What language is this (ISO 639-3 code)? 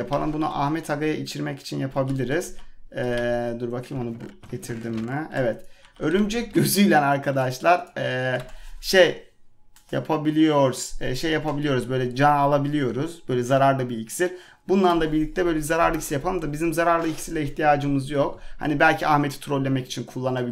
tur